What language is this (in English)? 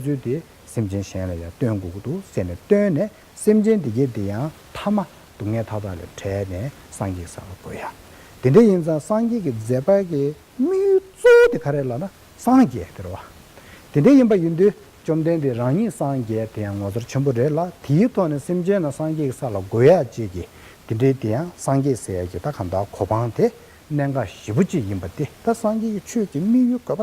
Tibetan